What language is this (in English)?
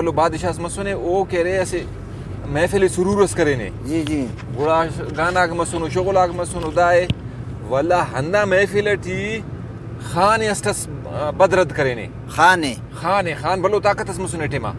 Brahui